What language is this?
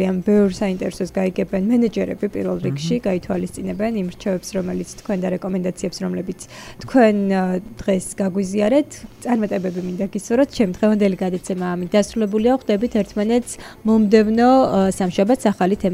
Georgian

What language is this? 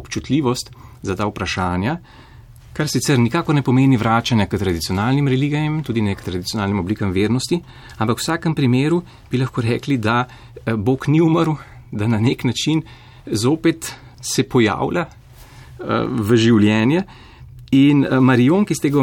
Slovenian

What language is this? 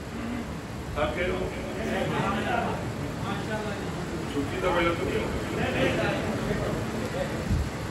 Urdu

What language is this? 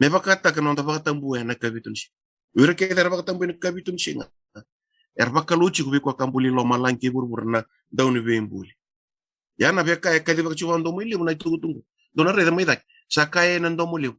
Fijian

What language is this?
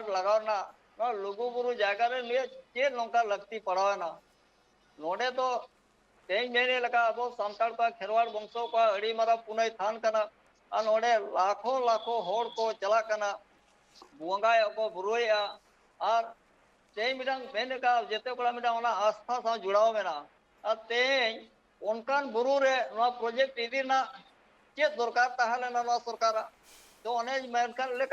Santali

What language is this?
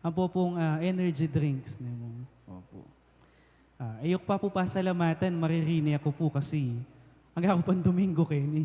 Pampanga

